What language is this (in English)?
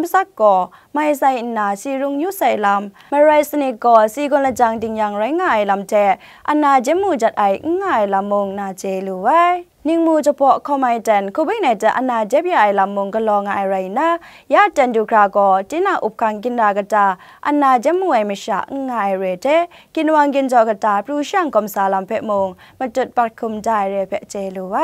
Kachin